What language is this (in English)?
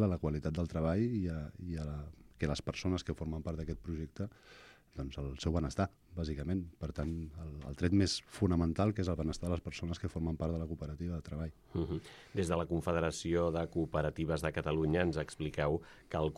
Catalan